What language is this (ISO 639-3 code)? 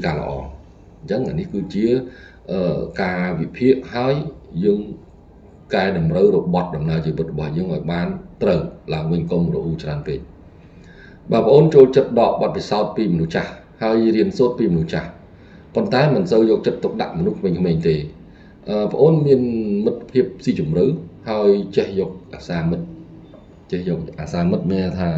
khm